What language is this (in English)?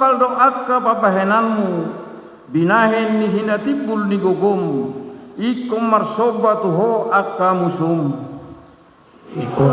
Batak Toba